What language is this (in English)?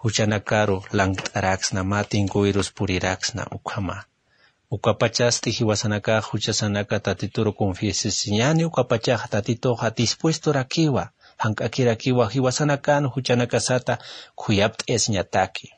Aymara